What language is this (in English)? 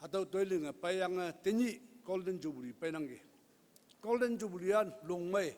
Konyak Naga